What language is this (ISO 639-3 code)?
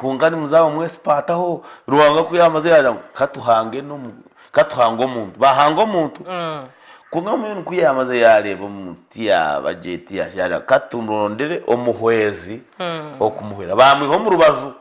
nyn